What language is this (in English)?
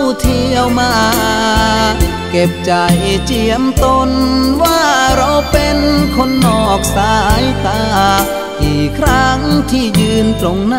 Thai